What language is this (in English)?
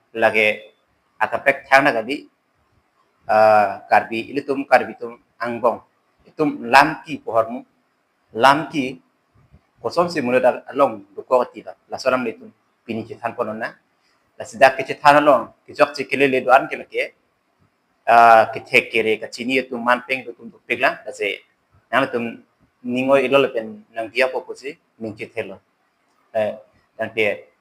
Karbi